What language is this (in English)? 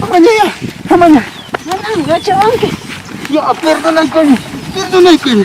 Ayacucho Quechua